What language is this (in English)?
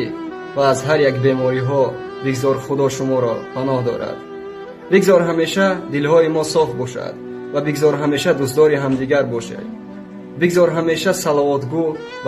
Tajik